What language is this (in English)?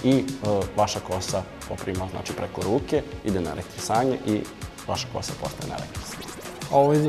Serbian